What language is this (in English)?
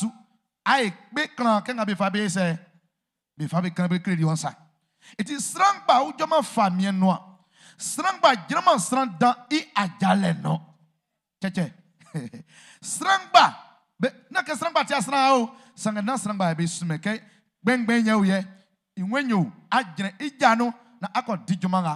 Baoulé